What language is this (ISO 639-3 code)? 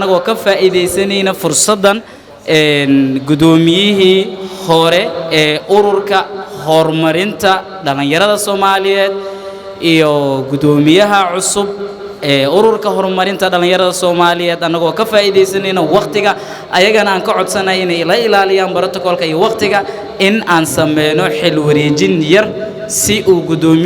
som